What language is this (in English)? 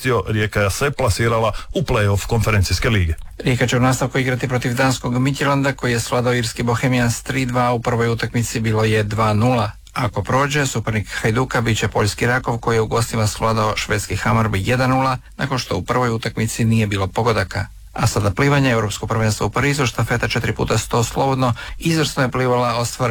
Croatian